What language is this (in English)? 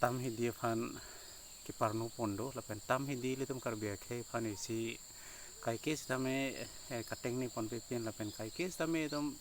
Karbi